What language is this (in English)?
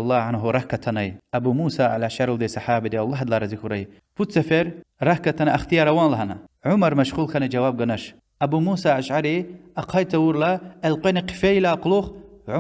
Lezghian